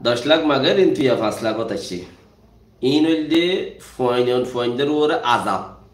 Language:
Rohingya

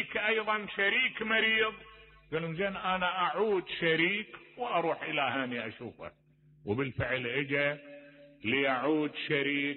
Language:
Mesopotamian Arabic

